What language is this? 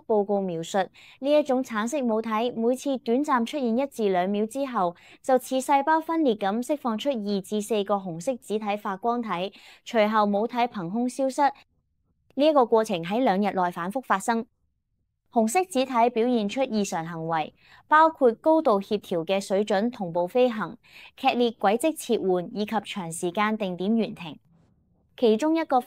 Cantonese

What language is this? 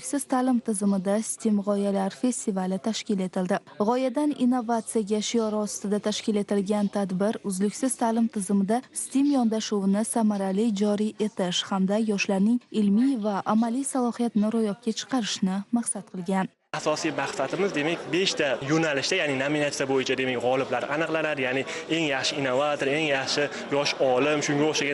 Uzbek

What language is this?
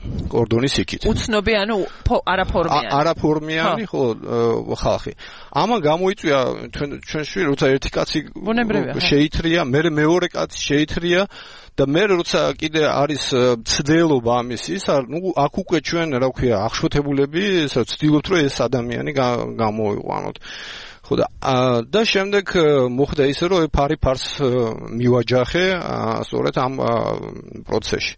Georgian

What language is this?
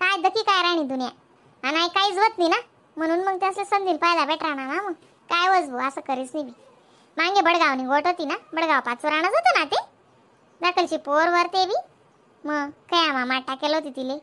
Khandesi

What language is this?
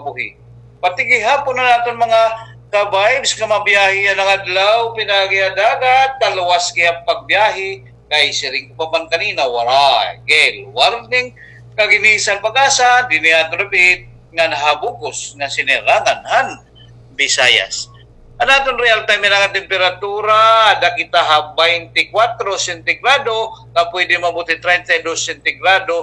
Waray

